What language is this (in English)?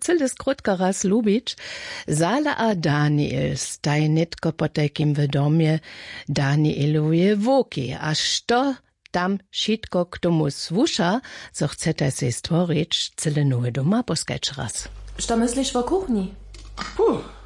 Upper Sorbian